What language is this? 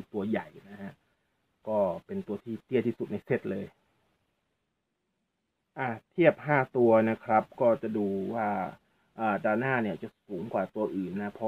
Thai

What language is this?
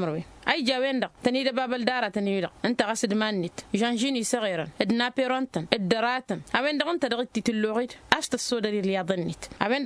Tamasheq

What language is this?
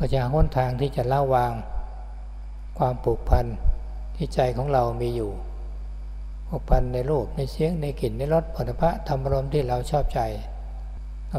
Thai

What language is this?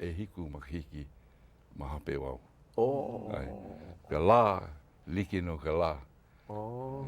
Hawaiian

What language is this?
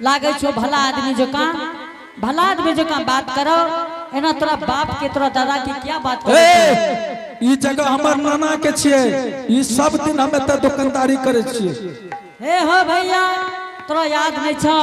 Angika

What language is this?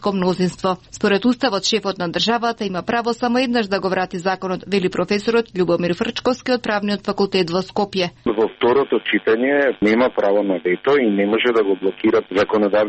Macedonian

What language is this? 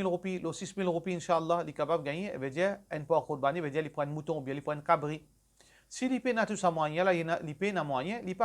Morisyen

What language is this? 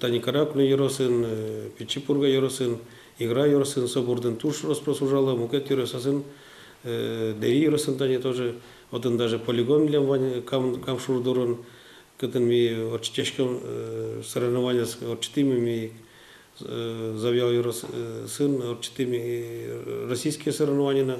Udmurt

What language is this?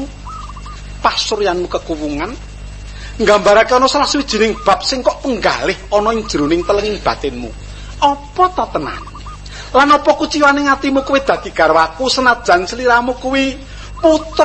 Javanese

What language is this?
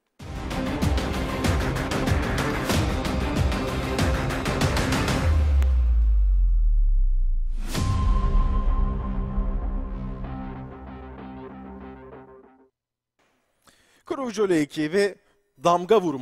Turkish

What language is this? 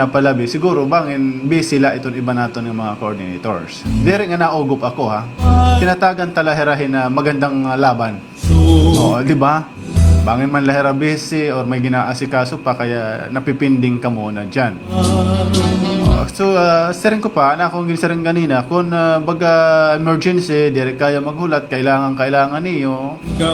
Waray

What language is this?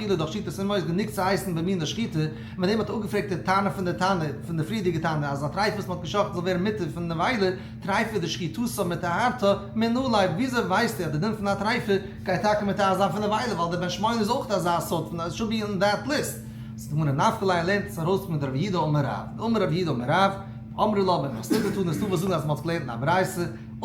Yiddish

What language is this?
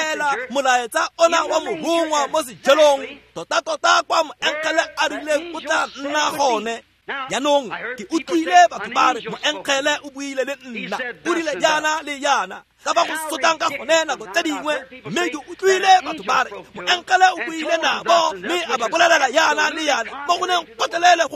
Tswana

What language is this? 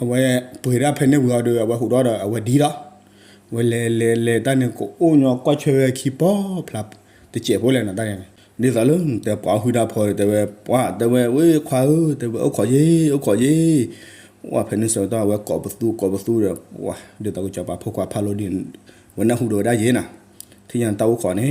S'gaw Karen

